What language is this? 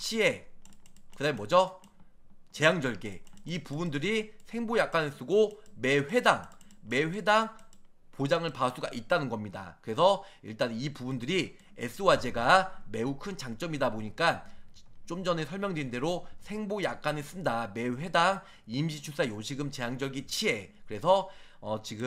Korean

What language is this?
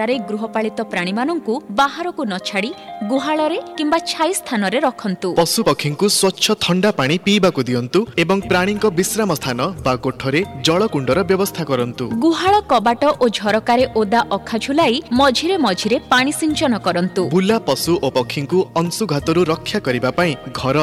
Odia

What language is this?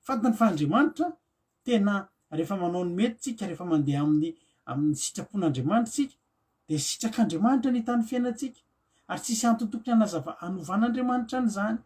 Malagasy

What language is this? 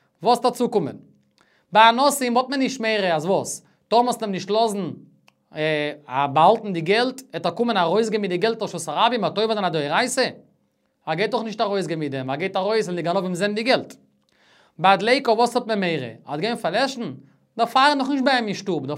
Yiddish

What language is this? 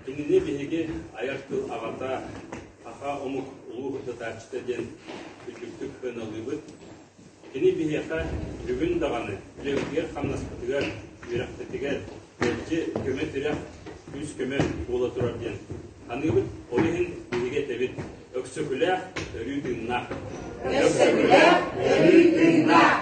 Yakut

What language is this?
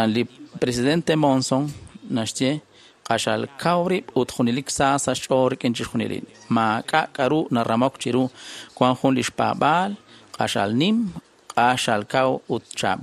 Kekchí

